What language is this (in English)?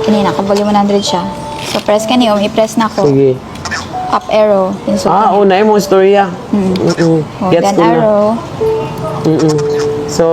Cebuano